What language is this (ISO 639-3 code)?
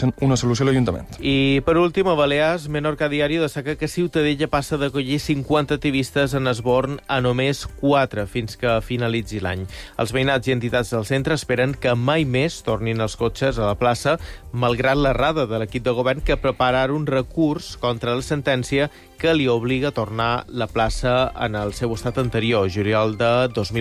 cat